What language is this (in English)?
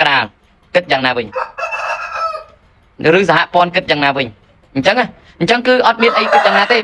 Khmer